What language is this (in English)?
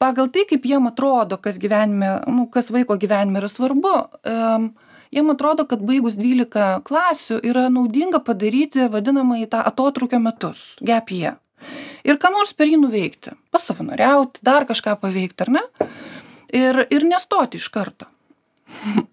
Lithuanian